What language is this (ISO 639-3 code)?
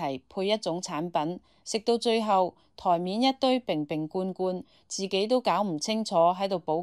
yue